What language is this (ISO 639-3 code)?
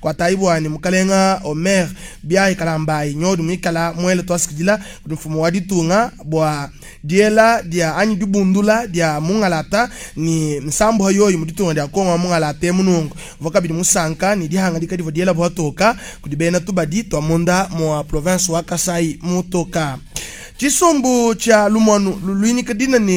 lua